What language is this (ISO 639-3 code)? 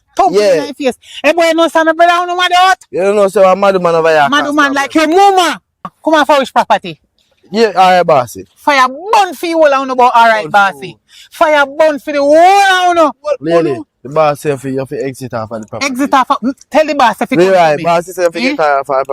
jam